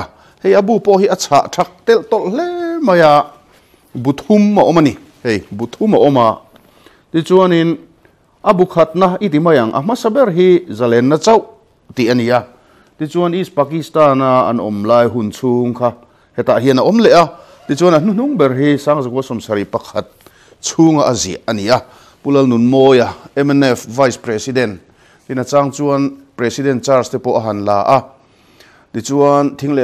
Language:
Mizo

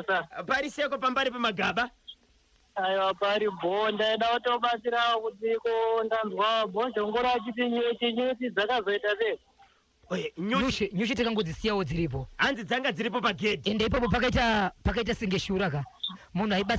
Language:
Shona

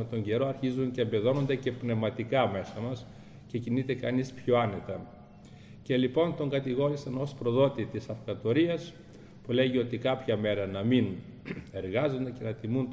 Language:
Greek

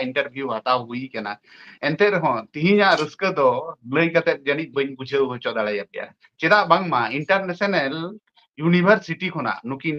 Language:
Santali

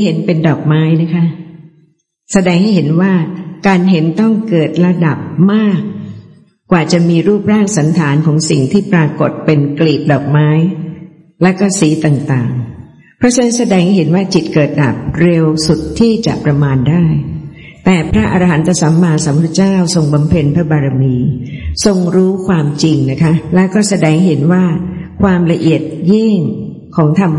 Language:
Thai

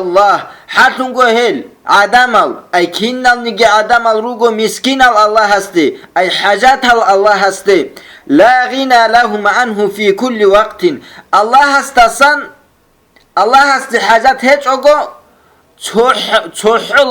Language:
Avaric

